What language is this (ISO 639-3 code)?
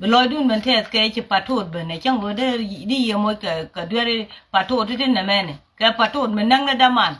nus